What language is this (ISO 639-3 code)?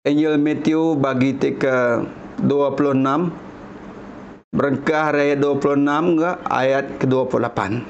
iba